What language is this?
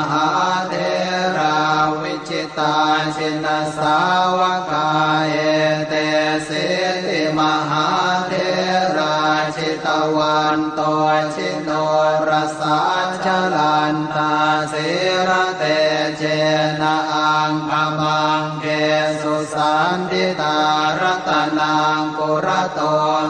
Pali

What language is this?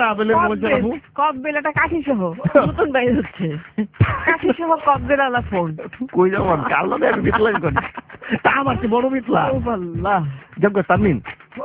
Bangla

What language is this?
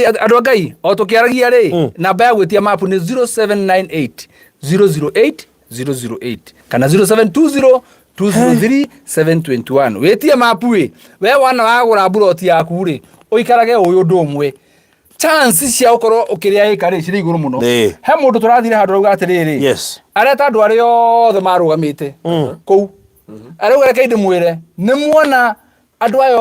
Kikuyu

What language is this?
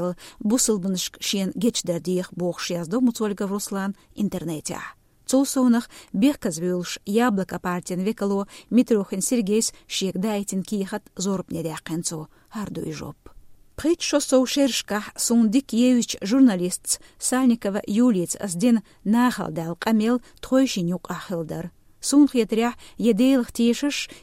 Chechen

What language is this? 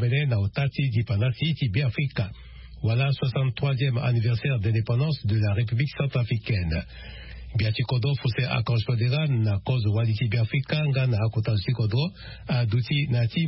Sango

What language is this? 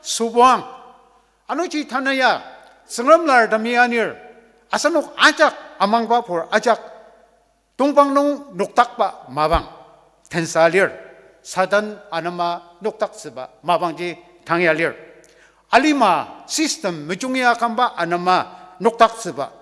Ao Naga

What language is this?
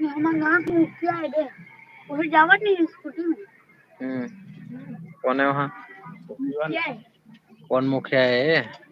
Chhattisgarhi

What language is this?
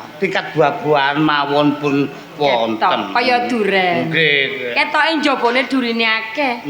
Javanese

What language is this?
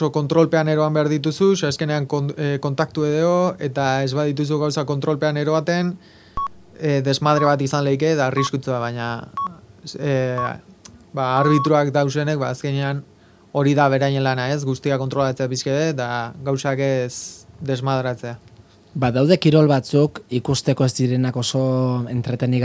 Basque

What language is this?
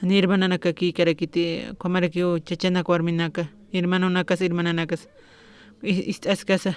Aymara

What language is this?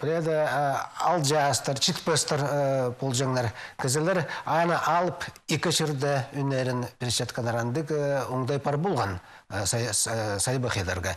Khakas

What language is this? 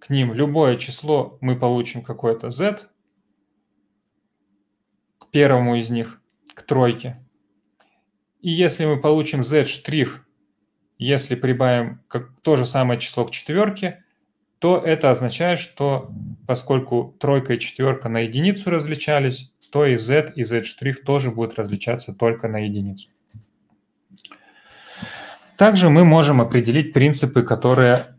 Russian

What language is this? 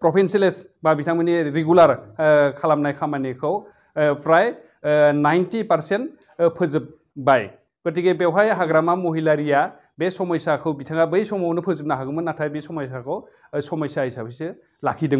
Bodo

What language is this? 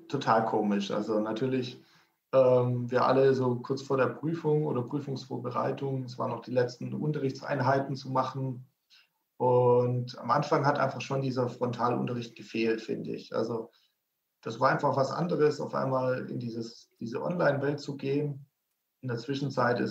German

